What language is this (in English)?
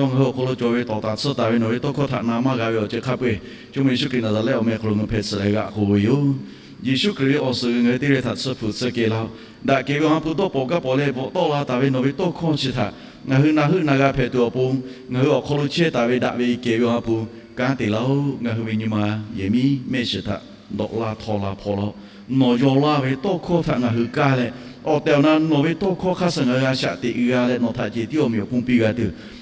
Lahu